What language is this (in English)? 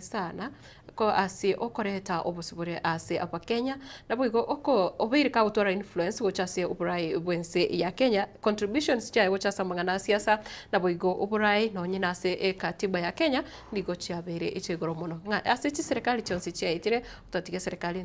Gusii